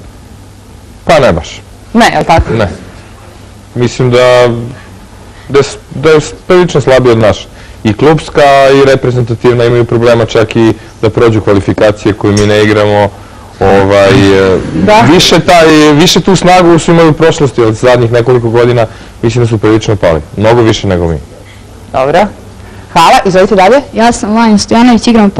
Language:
Serbian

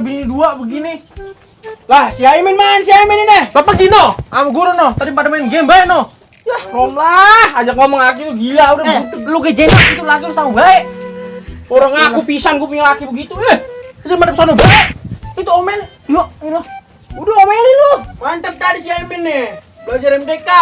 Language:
Betawi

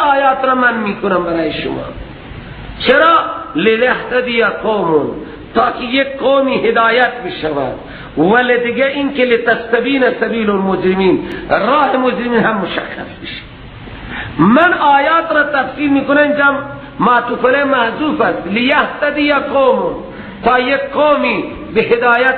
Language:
Persian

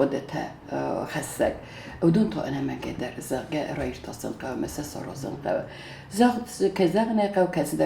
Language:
Ossetic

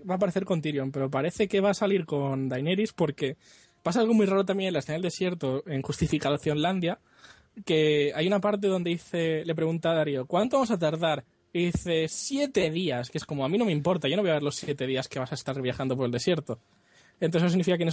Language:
Spanish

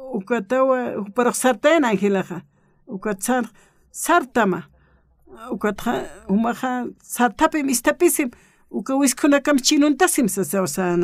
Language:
Aymara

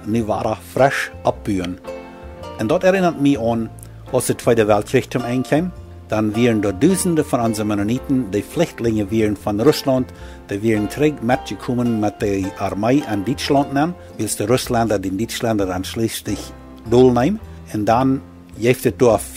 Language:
Plautdietsch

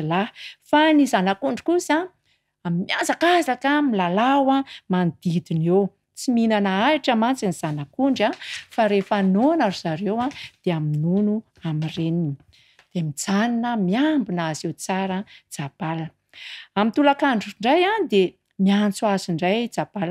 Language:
Malagasy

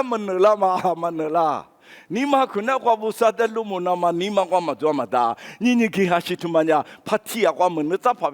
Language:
Lisu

